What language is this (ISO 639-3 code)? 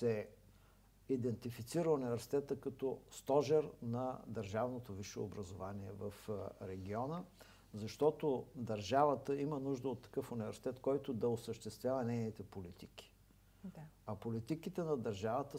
bul